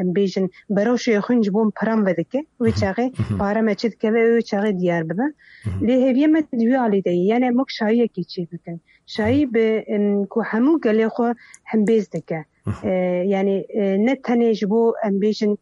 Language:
Kurdish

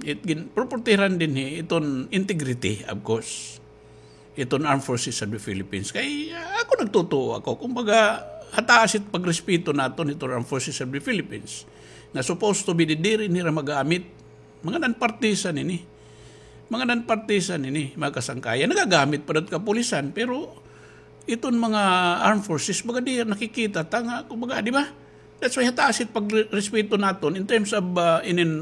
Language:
Waray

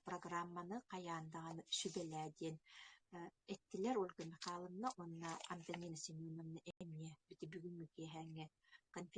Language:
Yakut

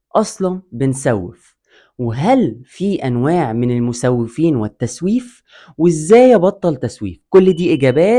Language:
Egyptian Arabic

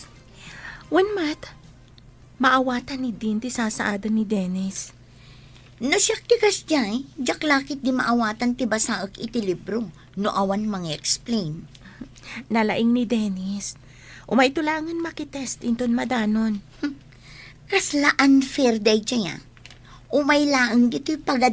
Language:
Iloko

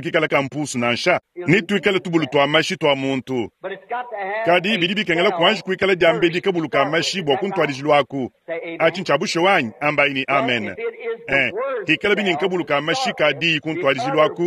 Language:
Luba-Lulua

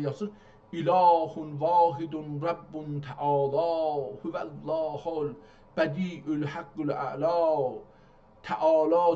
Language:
South Azerbaijani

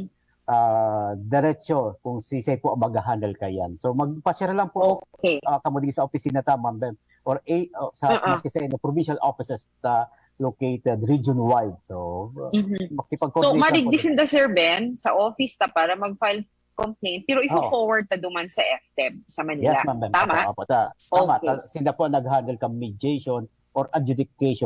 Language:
Bikol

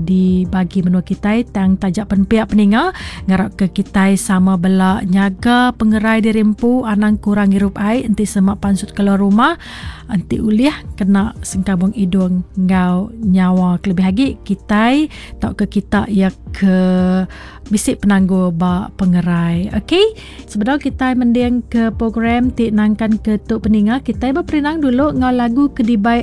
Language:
Iban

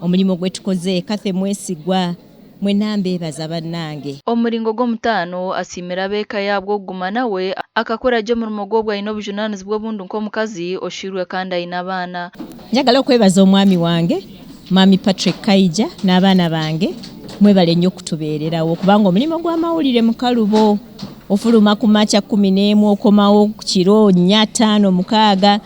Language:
Nyankole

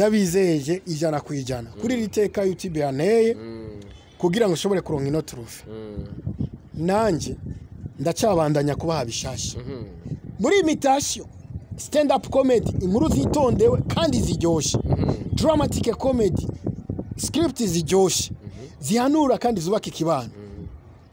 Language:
Rundi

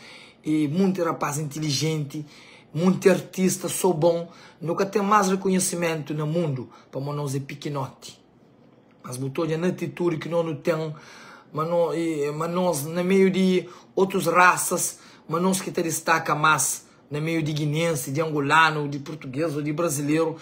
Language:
Kabuverdianu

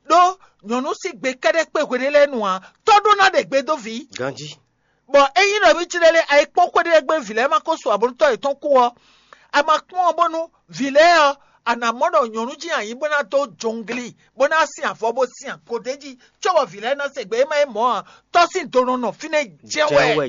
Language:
Fon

